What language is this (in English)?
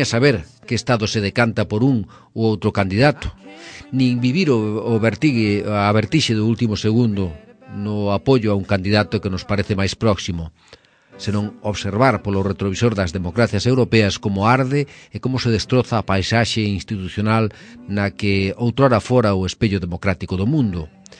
Galician